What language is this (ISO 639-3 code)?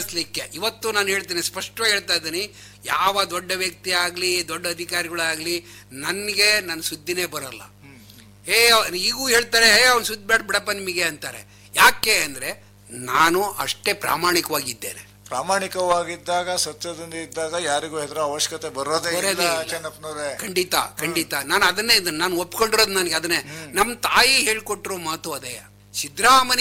kan